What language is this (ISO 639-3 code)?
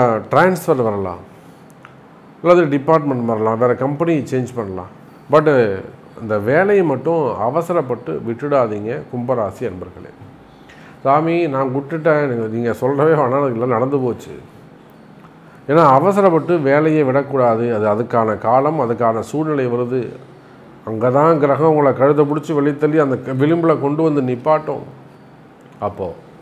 tam